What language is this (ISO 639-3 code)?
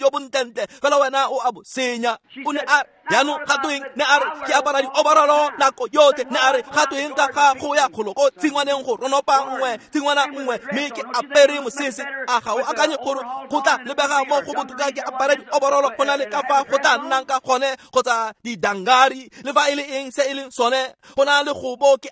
tsn